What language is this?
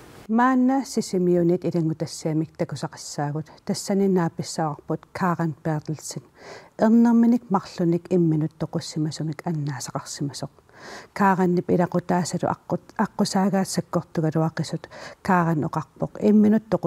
Kalaallisut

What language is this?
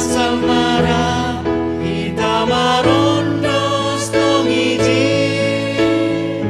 Batak Simalungun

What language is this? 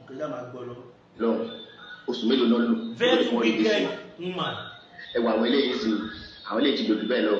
Yoruba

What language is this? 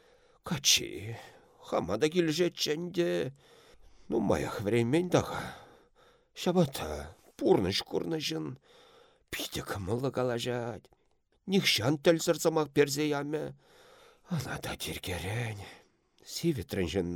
Chuvash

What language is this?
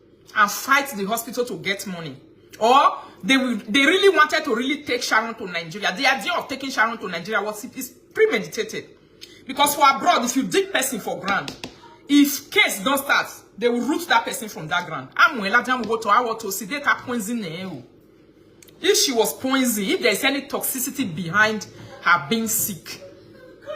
Nigerian Pidgin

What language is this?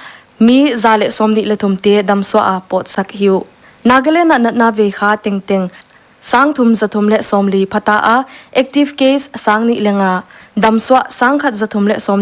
Paite Chin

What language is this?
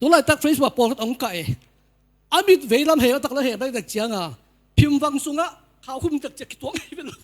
Tedim Chin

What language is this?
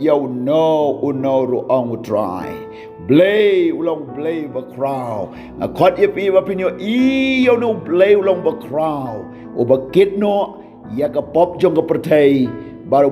Khasi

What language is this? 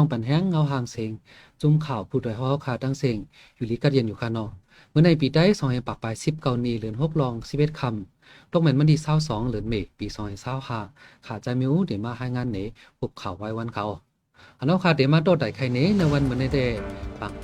Shan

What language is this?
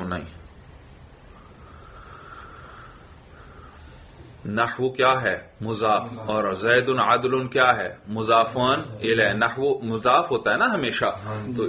Urdu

